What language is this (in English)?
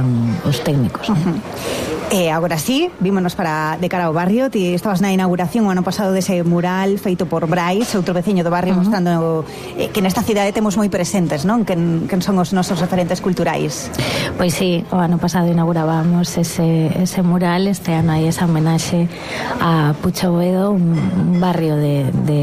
Galician